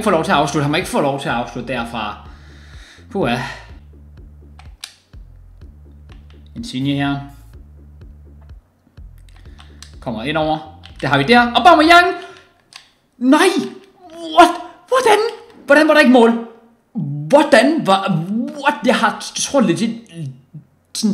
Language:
Danish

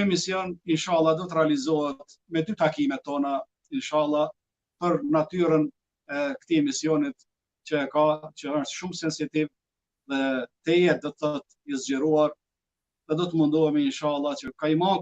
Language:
Albanian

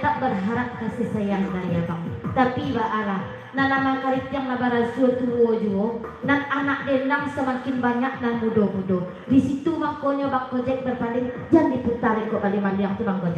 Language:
Minangkabau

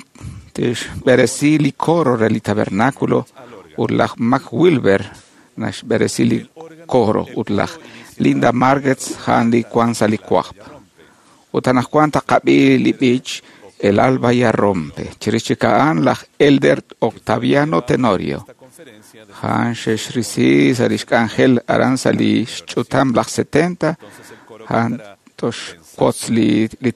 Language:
Kekchí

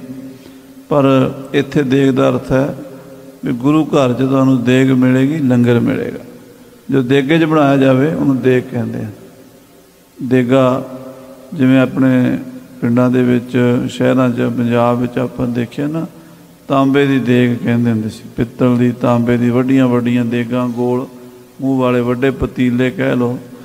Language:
Punjabi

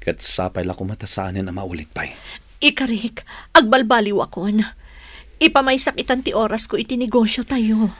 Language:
Iloko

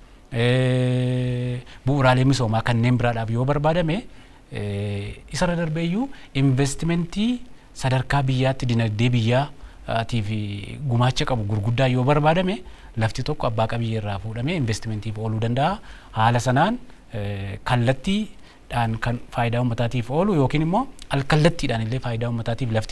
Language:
Oromo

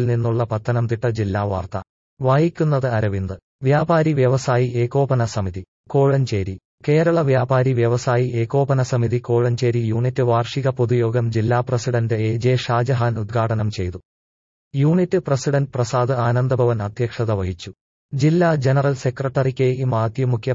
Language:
Malayalam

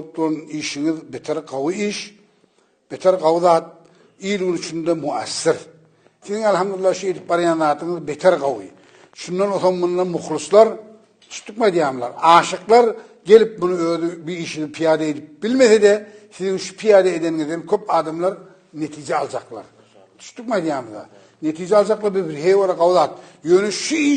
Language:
Turkmen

